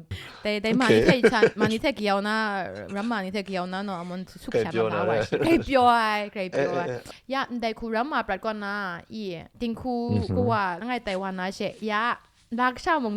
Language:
Kachin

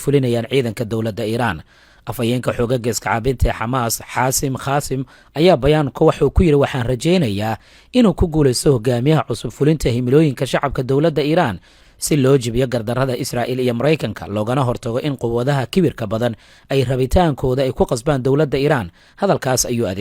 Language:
Somali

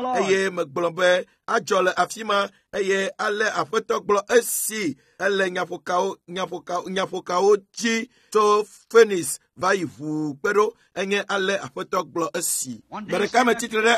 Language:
Ewe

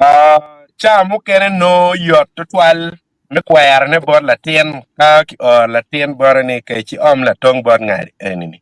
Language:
Acoli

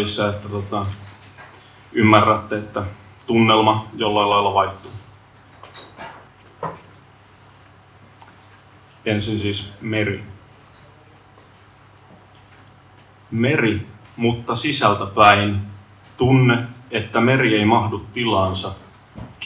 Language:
Finnish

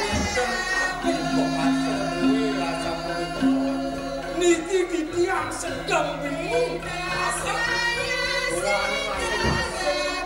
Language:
Balinese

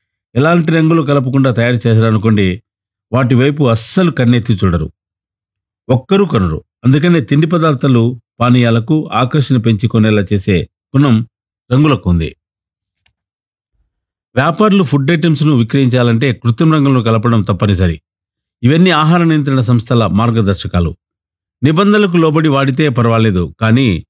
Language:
Telugu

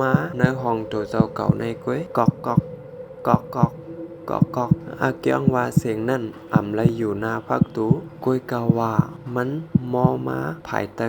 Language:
Shan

